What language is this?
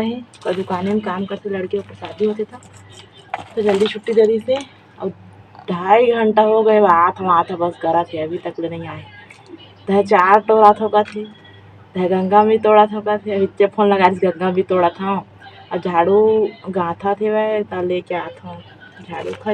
Chhattisgarhi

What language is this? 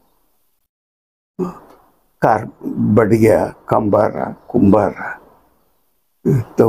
Kannada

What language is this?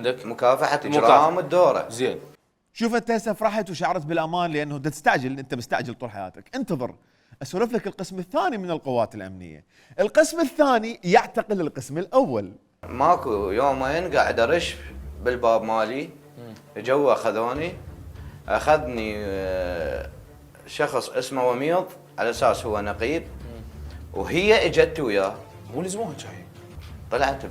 Mesopotamian Arabic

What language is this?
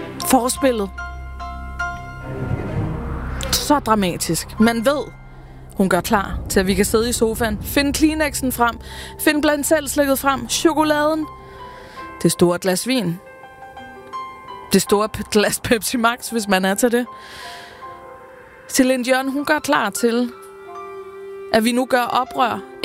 Danish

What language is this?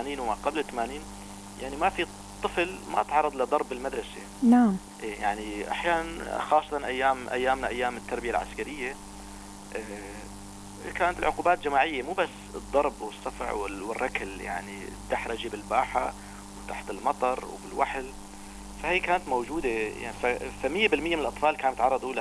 North Levantine Arabic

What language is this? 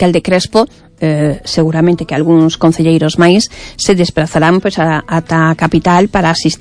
Galician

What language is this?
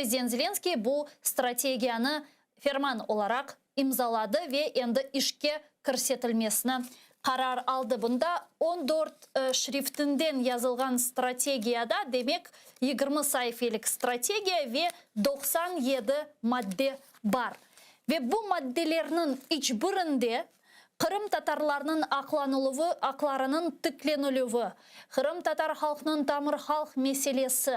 Crimean Tatar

